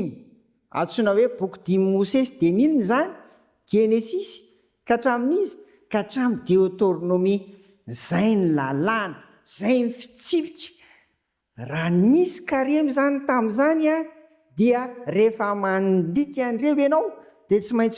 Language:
Malagasy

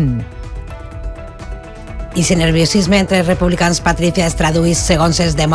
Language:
Catalan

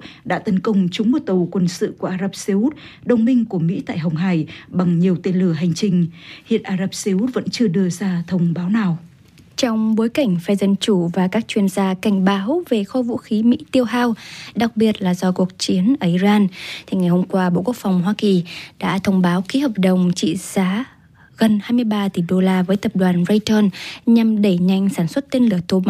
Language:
Vietnamese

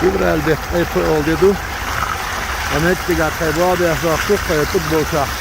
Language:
Chechen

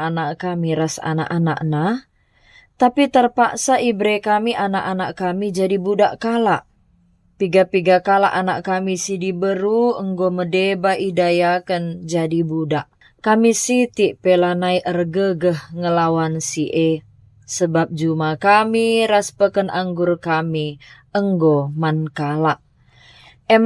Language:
Batak Karo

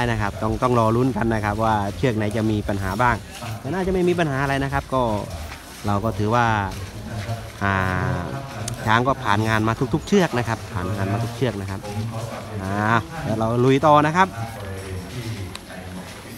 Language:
Thai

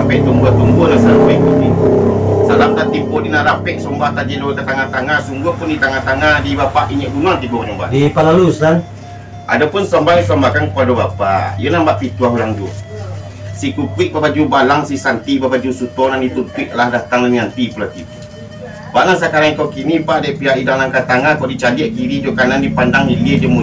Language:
Minangkabau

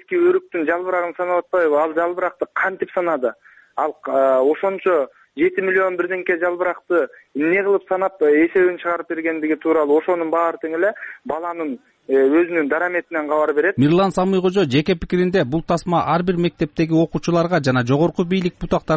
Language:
Kyrgyz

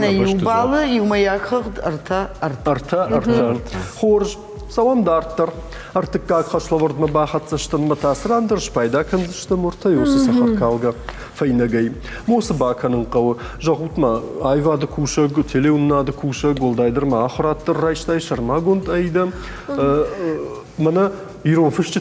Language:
Ossetic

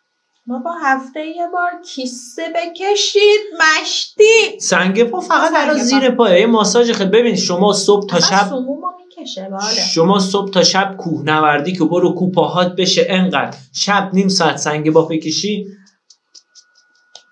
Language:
Persian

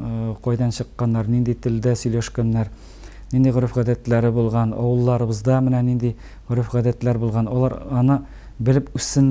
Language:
Tatar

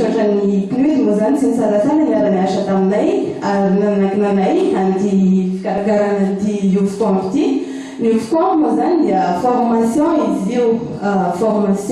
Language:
Malagasy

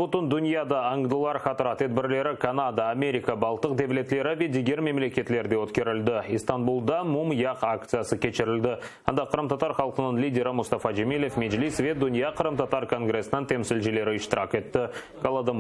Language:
Crimean Tatar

